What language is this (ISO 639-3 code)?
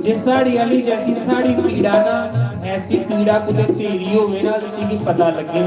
doi